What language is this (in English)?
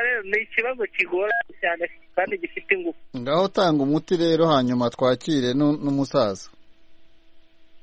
Kinyarwanda